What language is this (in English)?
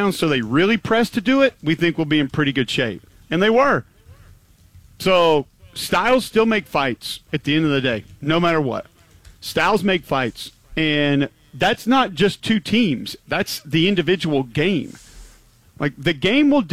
English